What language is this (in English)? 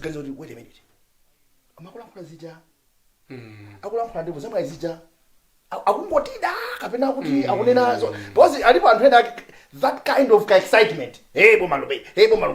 Nyanja